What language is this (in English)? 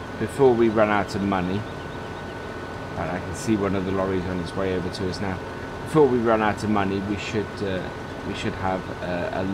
English